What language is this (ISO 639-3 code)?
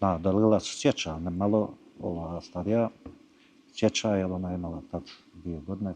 bos